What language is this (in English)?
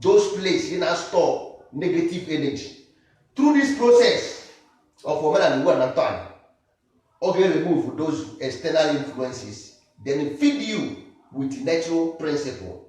Igbo